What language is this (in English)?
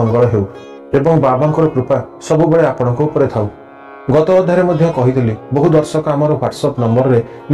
Odia